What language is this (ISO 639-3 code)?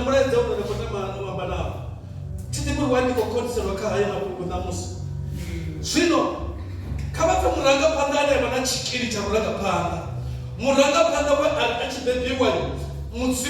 ven